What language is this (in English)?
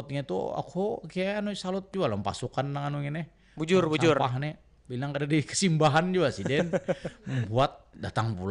Banjar